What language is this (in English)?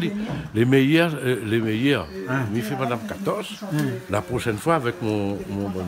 Réunion Creole French